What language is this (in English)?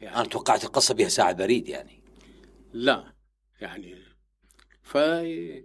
Mesopotamian Arabic